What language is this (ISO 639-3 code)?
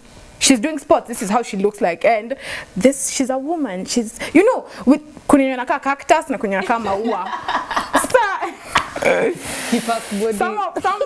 swa